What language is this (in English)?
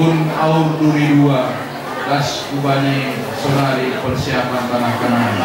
Batak Simalungun